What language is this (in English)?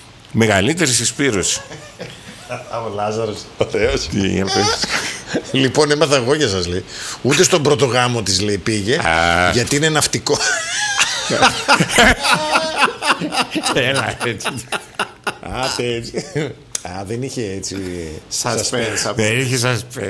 Greek